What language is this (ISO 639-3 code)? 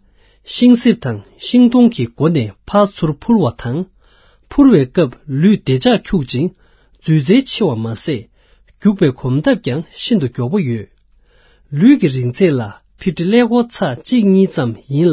bod